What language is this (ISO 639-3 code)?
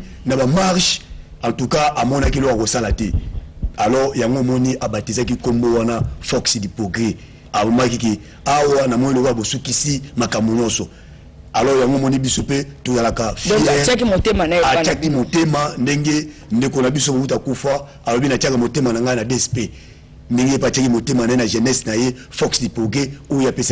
lin